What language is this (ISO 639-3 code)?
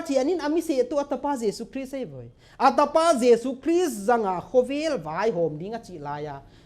pck